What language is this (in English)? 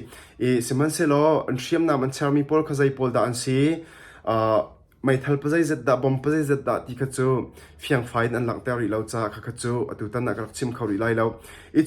Hakha Chin